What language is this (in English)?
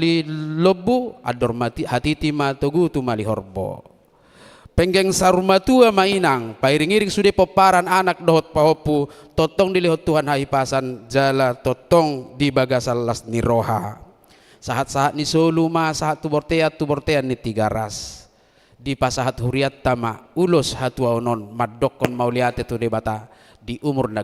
Batak Toba